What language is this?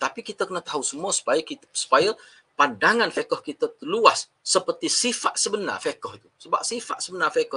Malay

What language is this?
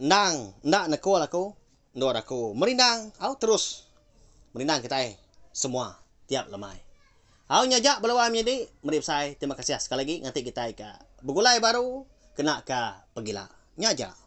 Iban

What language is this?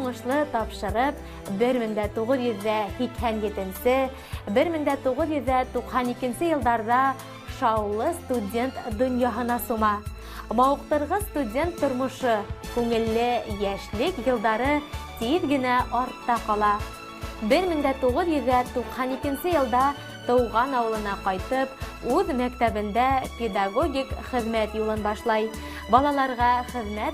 Bashkir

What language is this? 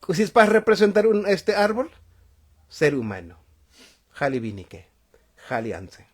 Tzotzil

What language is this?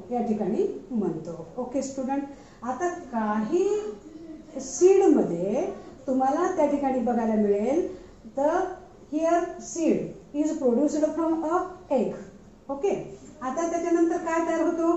Marathi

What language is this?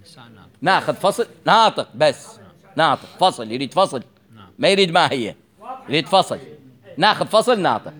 Mesopotamian Arabic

